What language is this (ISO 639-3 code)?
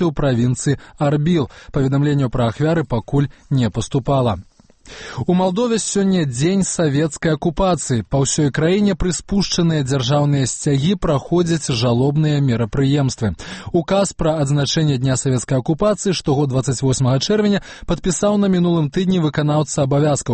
bel